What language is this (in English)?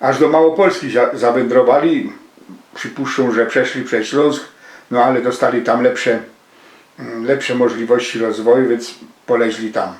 Silesian